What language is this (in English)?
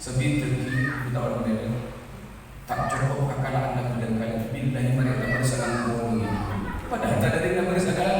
Madurese